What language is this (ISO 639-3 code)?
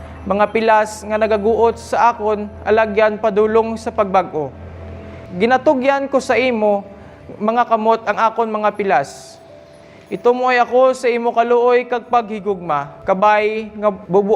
hil